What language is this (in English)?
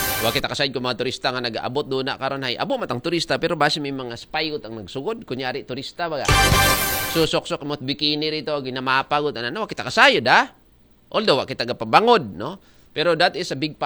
Aklanon